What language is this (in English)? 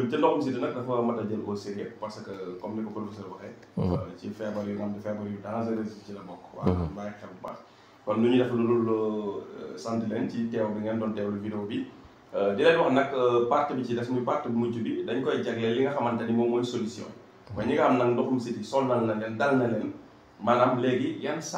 Wolof